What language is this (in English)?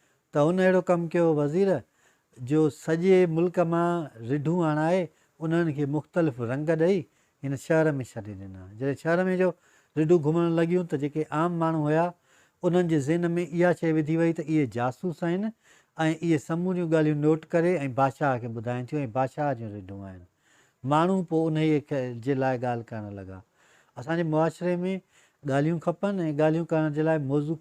Sindhi